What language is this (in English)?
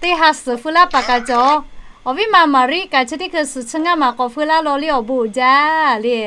Lahu